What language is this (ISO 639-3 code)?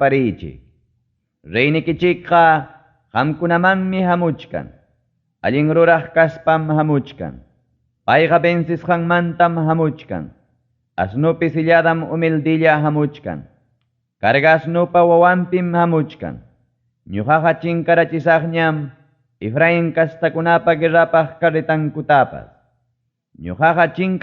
quy